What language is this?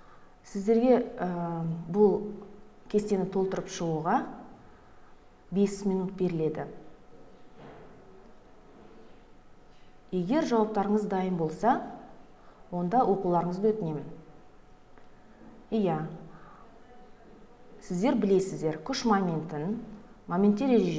Kazakh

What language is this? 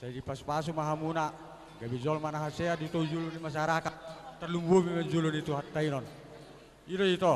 Batak Toba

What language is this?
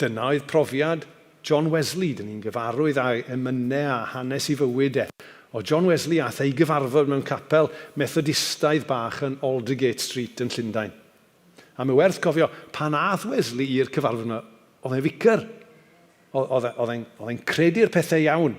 Welsh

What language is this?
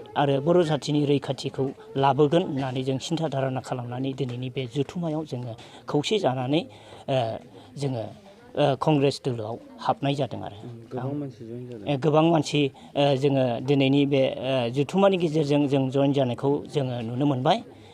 Bodo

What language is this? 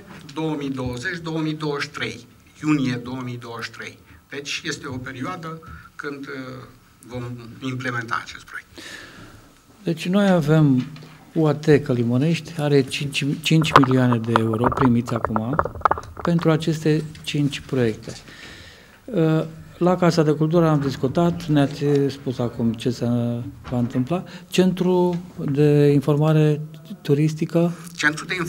Romanian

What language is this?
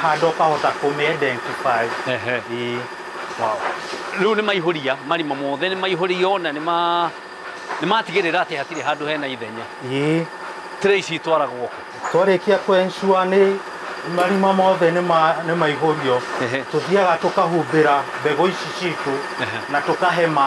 Kikuyu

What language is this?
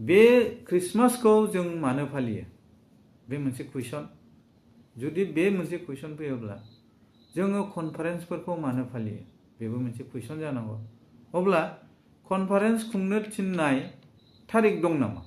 Bodo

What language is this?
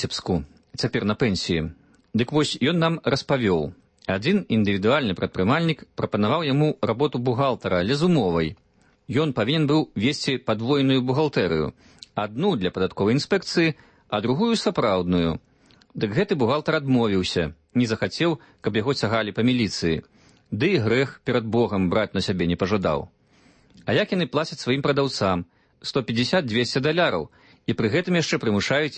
Belarusian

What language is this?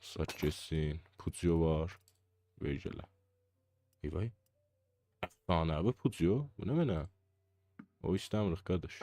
South Azerbaijani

